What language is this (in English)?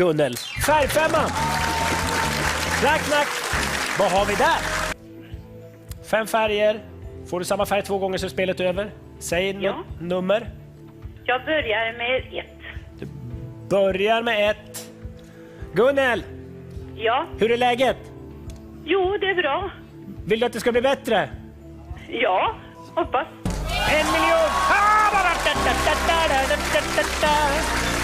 Swedish